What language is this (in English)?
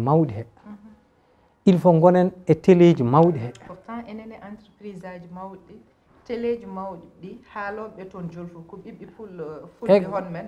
Fula